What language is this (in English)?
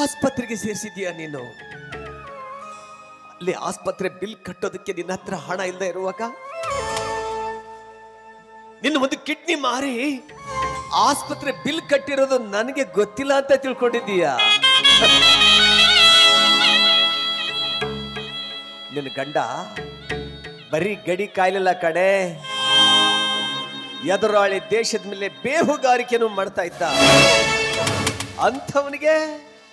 Kannada